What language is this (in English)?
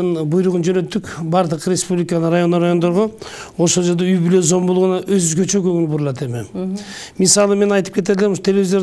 Kyrgyz